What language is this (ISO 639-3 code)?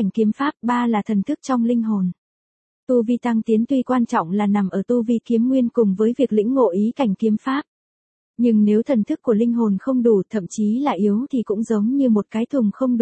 vie